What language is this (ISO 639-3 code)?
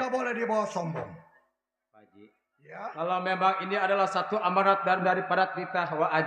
bew